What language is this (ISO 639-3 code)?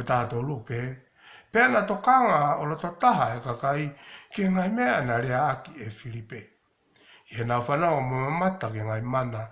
ton